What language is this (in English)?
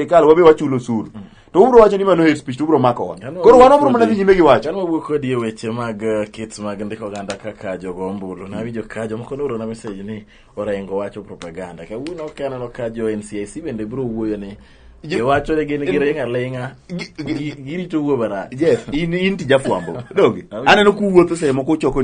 Luo (Kenya and Tanzania)